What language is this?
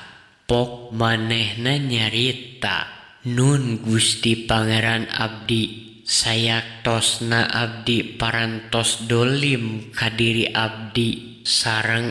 Sundanese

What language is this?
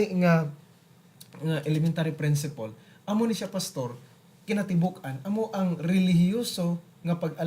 Hiligaynon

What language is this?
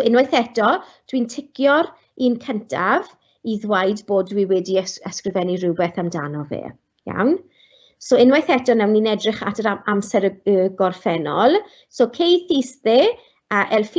Welsh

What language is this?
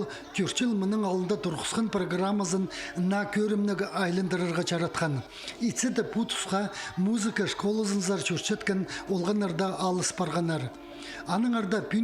Khakas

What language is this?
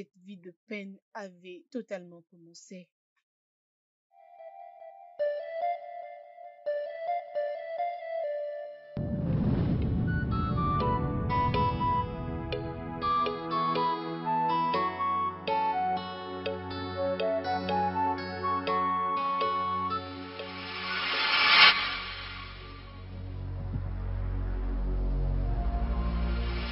French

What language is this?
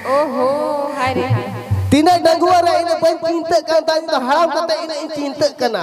Santali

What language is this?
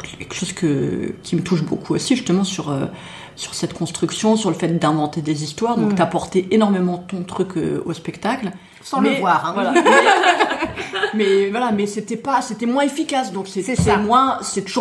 French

